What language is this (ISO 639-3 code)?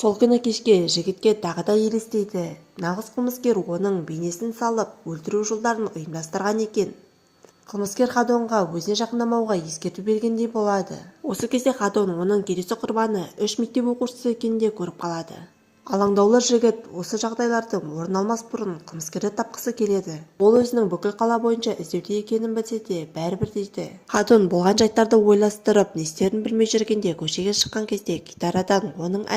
kaz